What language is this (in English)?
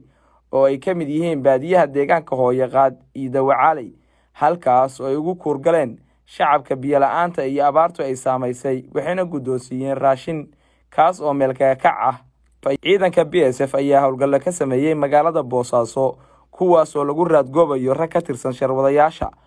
Somali